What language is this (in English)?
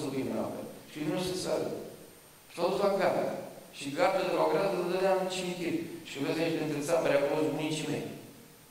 Romanian